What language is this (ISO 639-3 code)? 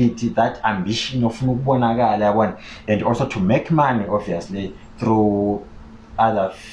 zul